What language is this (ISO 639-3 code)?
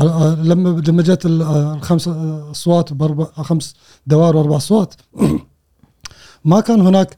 afb